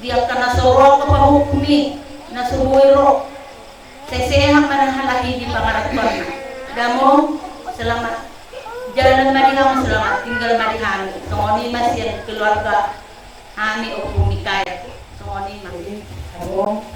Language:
Batak Toba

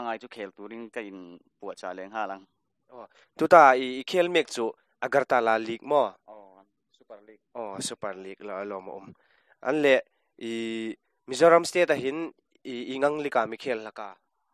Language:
Hmar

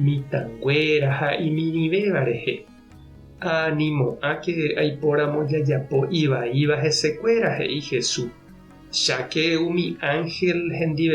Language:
Guarani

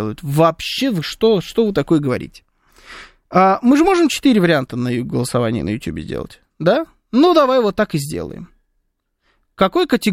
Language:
Russian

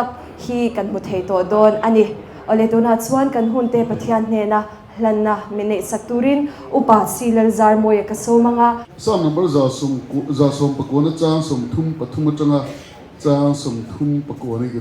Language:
Mizo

